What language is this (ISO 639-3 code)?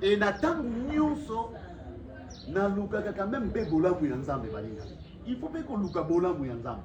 lin